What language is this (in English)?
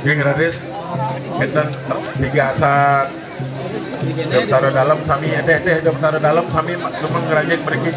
Balinese